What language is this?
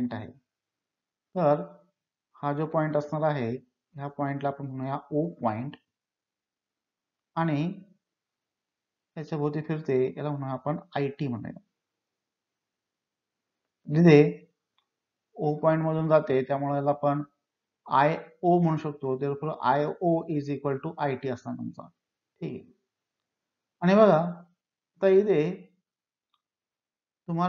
Marathi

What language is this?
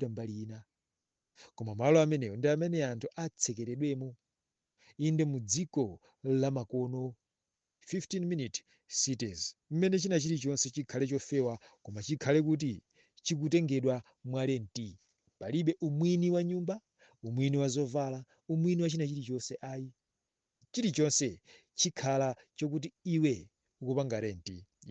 Nyanja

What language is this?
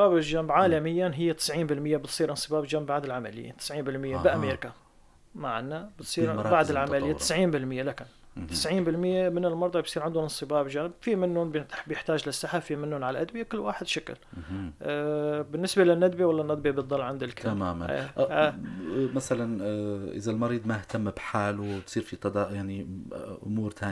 North Levantine Arabic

